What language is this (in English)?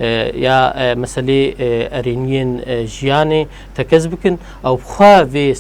Kurdish